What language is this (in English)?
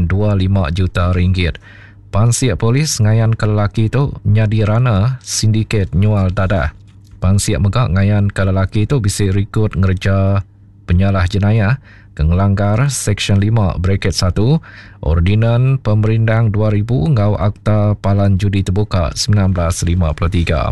Iban